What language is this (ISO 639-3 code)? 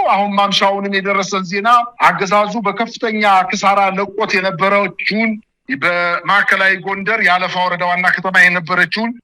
amh